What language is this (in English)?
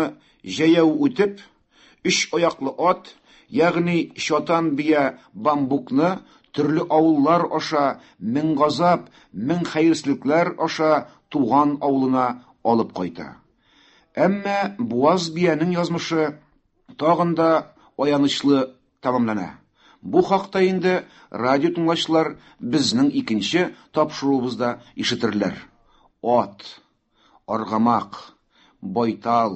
Tatar